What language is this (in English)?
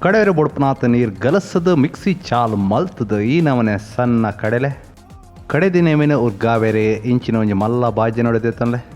Tulu